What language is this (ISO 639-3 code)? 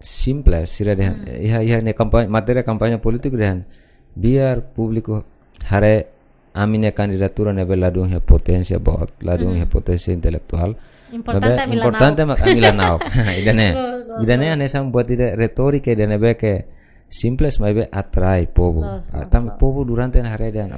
tet